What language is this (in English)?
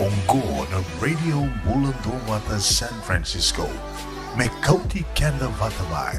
Fijian